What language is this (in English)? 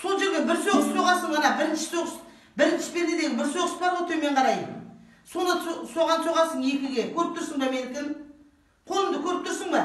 Kazakh